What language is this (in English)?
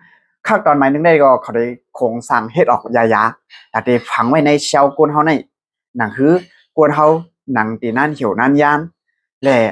Shan